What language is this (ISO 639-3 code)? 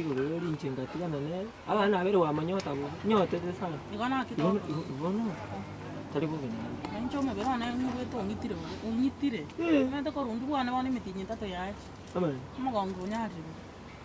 guz